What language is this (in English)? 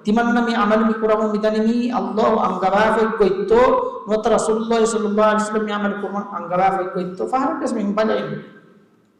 Divehi